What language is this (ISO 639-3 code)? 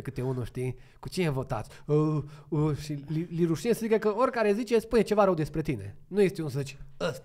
ron